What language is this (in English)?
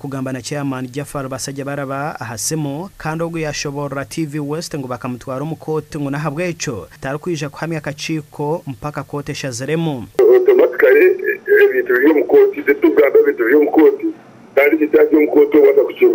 Nyankole